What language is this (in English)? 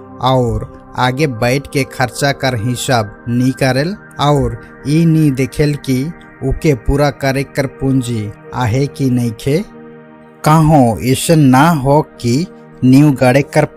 Sadri